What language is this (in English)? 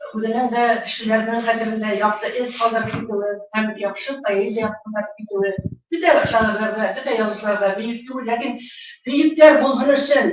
Bashkir